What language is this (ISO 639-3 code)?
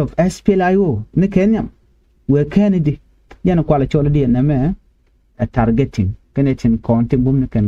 nus